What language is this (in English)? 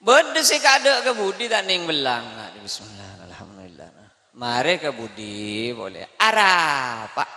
Madurese